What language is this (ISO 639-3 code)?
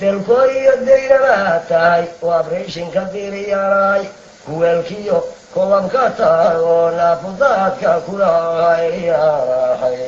som